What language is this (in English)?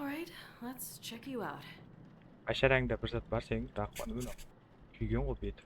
Kara-Kalpak